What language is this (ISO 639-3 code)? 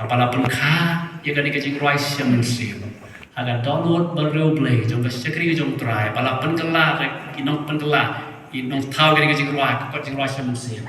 kha